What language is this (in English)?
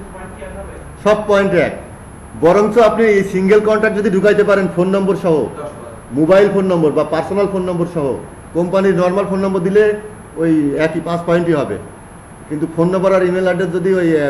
Bangla